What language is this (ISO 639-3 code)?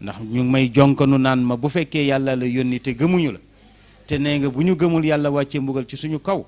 wol